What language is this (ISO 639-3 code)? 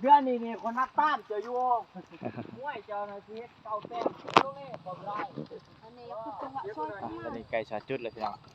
lao